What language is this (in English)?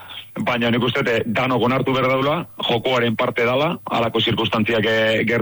Basque